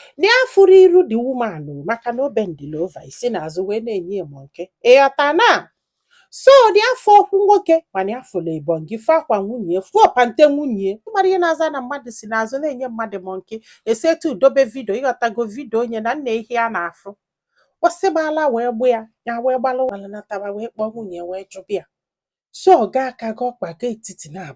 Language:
Igbo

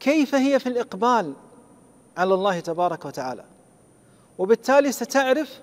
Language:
Gulf Arabic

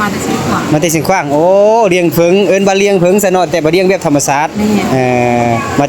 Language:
Lao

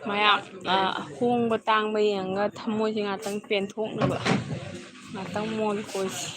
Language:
Manipuri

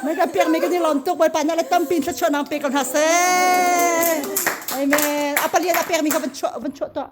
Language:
Hakha Chin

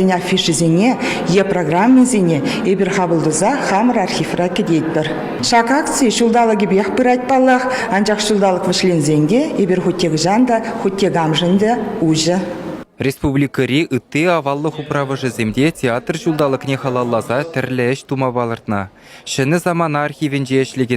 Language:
Chuvash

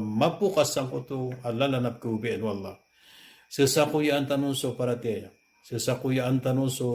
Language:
Maranao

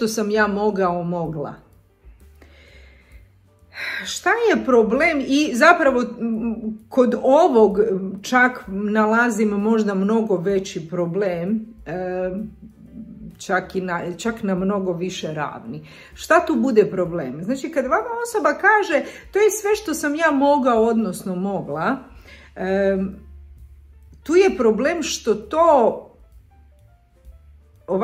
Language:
Croatian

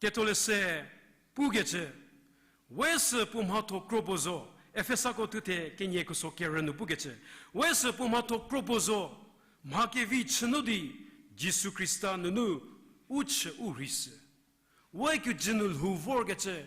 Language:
Angami Naga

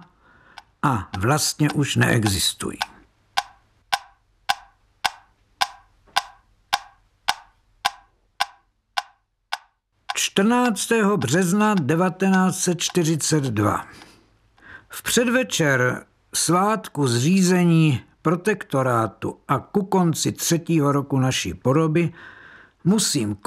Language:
Czech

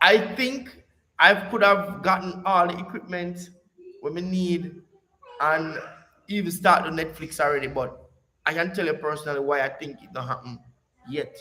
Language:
Jamaican Creole English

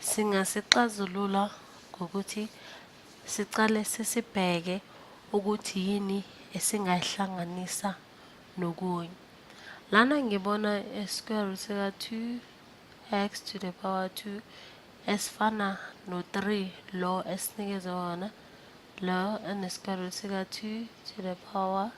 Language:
Zulu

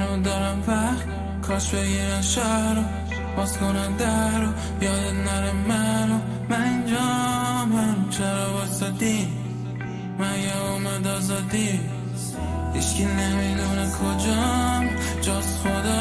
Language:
Persian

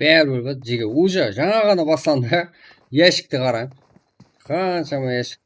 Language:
Kara-Kalpak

